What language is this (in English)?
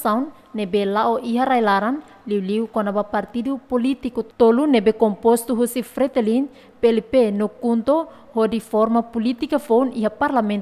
Tetum